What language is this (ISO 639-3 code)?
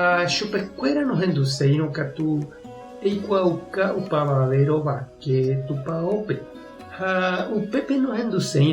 grn